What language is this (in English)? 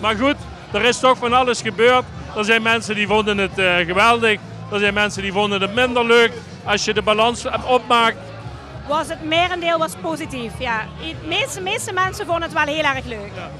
Limburgish